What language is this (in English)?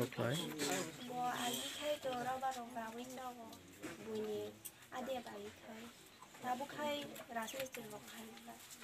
Kok Borok